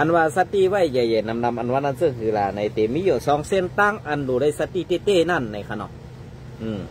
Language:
Shan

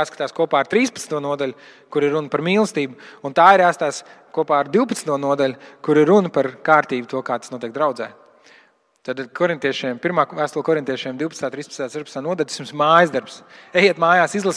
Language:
Latvian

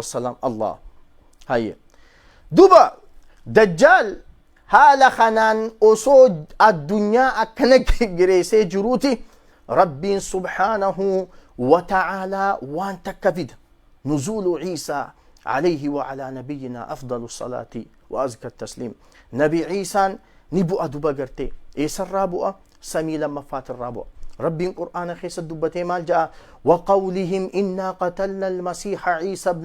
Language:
Oromo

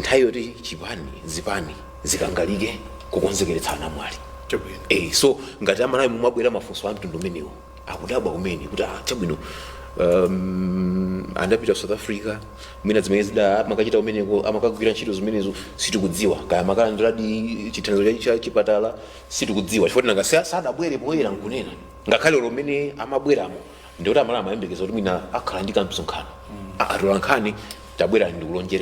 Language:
Nyanja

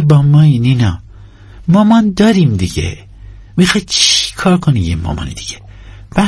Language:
Persian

